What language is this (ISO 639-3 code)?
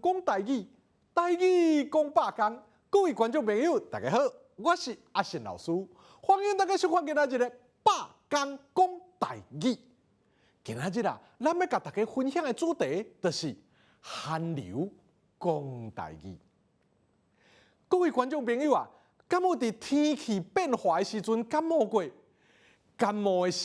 nan